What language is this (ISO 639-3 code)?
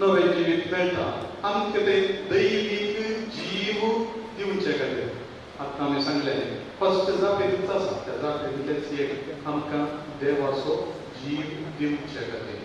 kok